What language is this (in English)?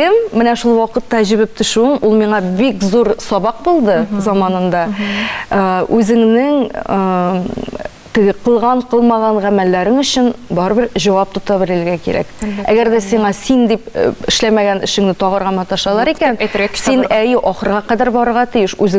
Tatar